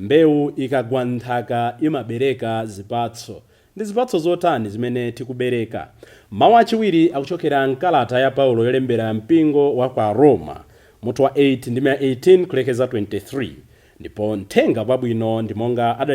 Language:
Nyanja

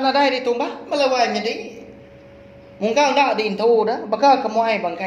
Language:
Iban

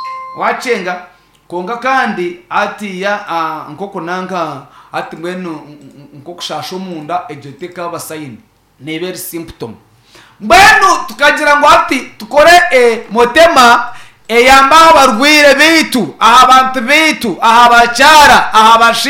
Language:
Nyankole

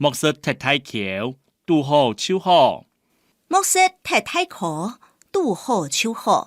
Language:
Hakka Chinese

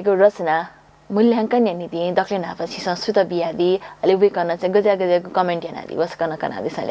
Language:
Newari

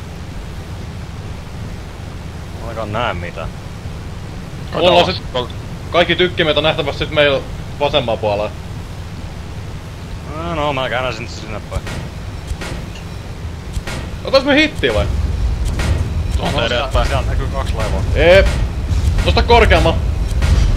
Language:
Finnish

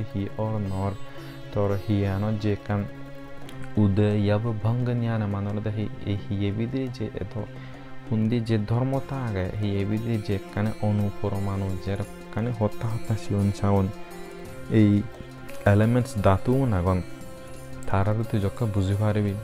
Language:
Chakma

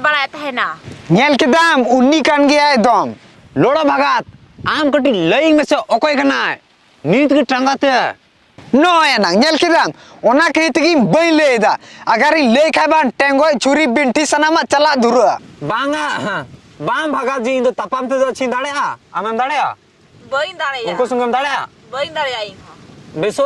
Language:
Santali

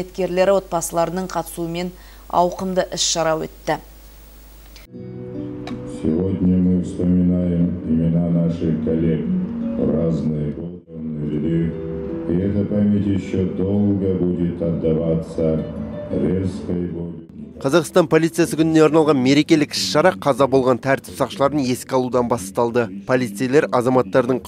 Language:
Kazakh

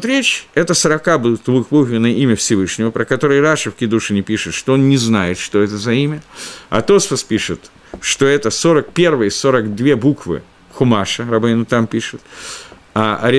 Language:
Russian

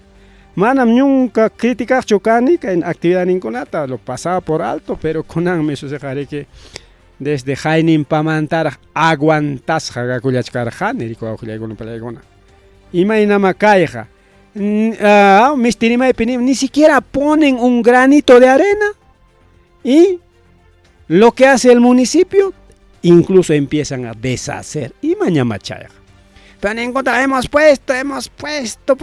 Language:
Ayacucho Quechua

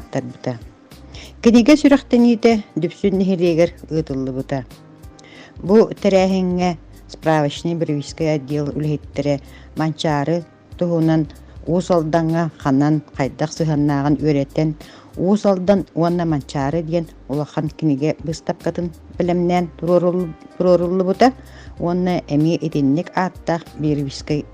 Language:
Yakut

